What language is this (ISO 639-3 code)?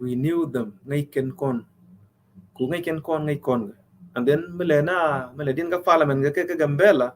nus